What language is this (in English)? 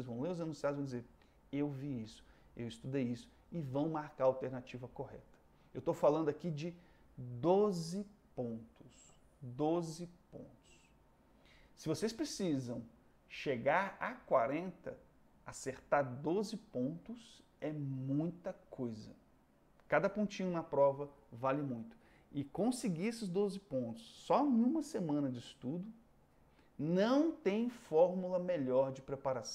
Portuguese